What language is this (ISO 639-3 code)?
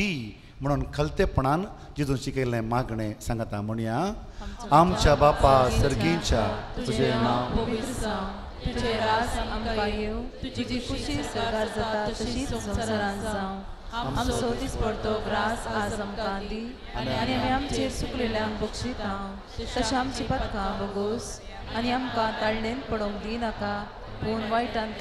kok